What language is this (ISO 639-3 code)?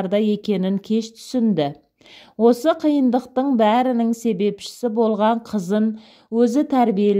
kaz